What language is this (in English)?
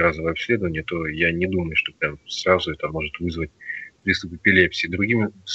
Russian